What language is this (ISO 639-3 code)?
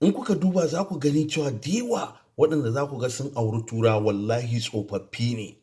hau